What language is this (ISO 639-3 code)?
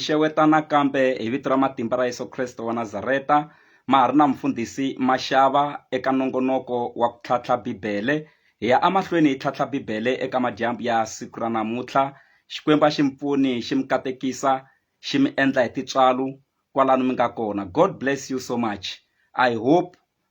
tso